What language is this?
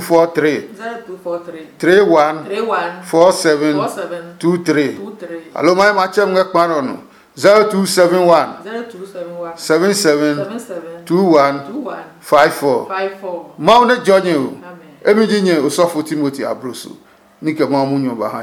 Adangme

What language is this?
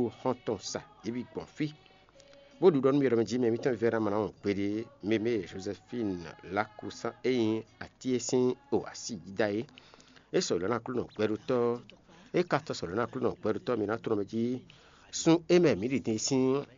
Fon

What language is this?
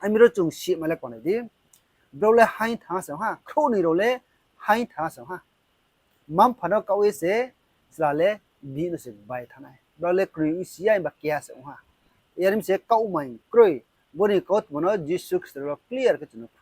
Riang (India)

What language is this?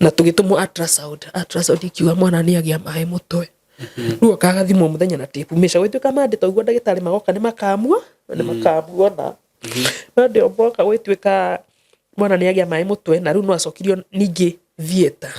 Kikuyu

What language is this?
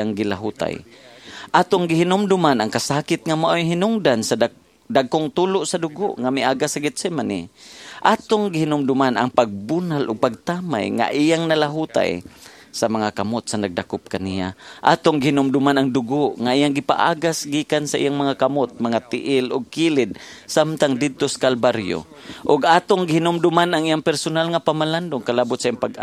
Cebuano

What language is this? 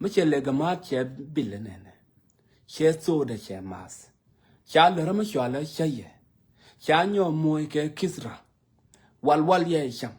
Nuer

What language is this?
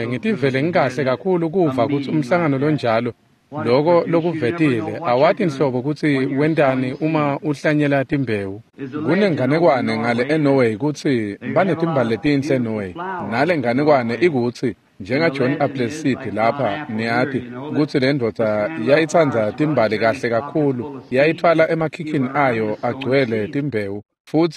Swati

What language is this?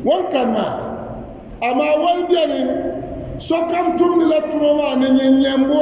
Dagbani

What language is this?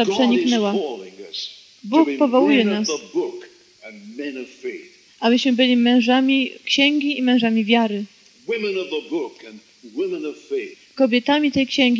Polish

